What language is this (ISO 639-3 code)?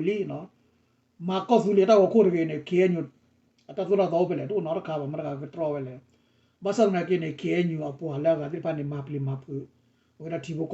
ksw